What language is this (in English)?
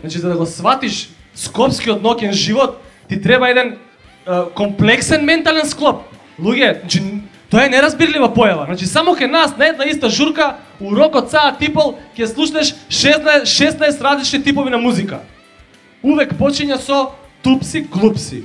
Macedonian